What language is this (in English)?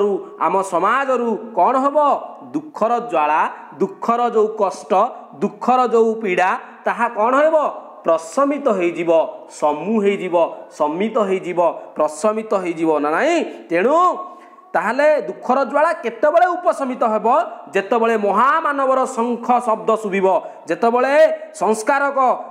Odia